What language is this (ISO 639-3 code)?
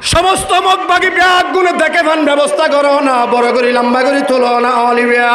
rhg